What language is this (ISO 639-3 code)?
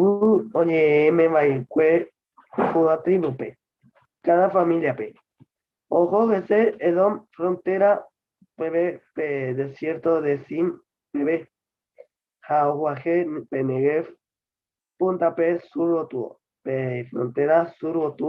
grn